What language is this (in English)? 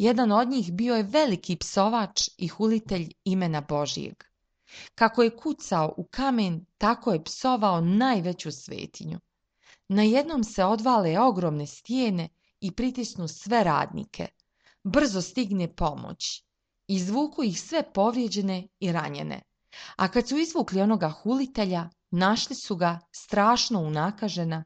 Serbian